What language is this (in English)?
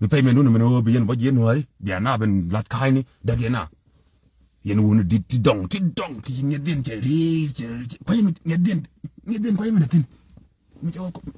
Nuer